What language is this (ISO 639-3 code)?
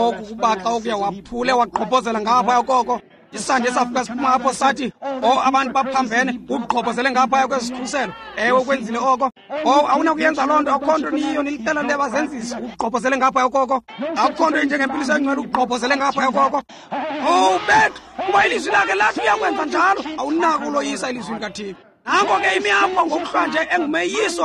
xho